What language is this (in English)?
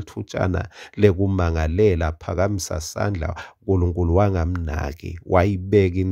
Swati